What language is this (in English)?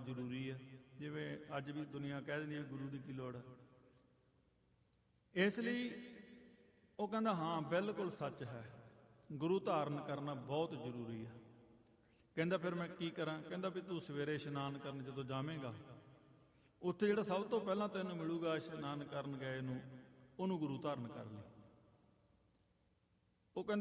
Punjabi